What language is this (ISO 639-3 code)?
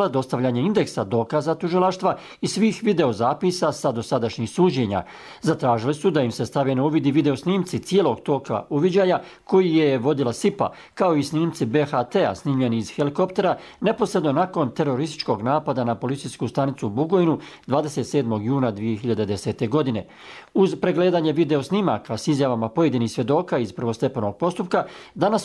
hrv